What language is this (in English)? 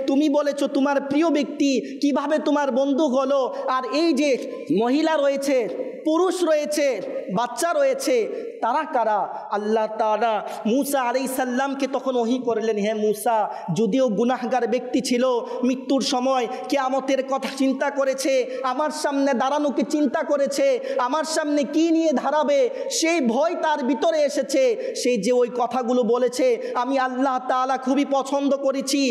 Bangla